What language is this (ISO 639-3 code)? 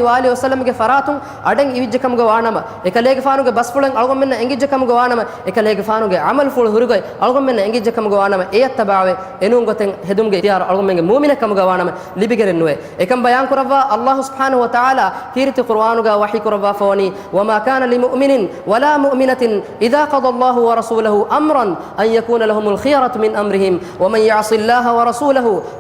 div